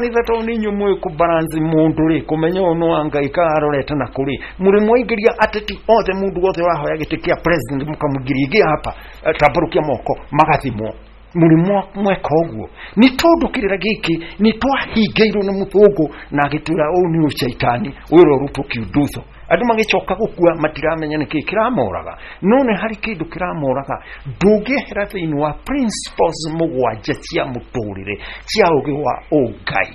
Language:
Kikuyu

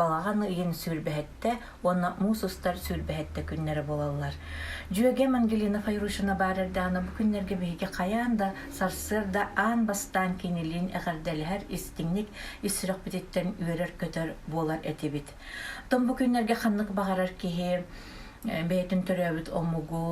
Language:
Yakut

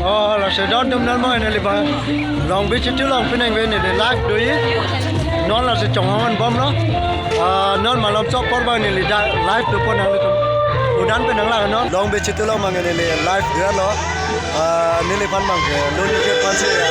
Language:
Karbi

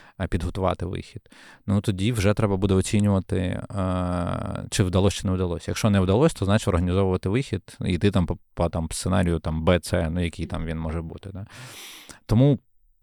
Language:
Ukrainian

